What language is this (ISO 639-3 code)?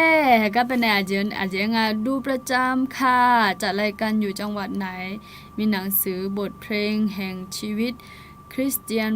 ahk